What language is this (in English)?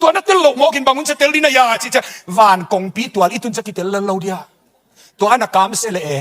Tedim Chin